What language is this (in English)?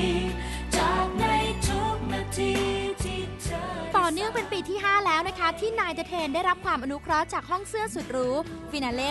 Thai